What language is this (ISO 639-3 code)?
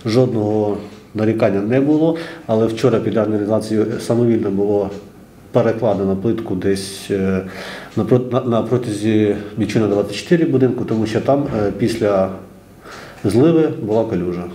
ukr